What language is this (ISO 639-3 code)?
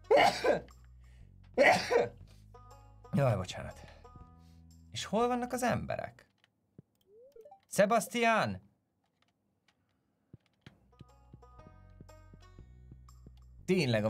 hun